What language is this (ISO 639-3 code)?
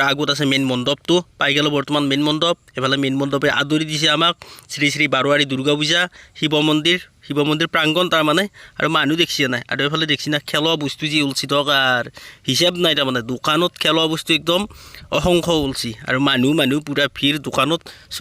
asm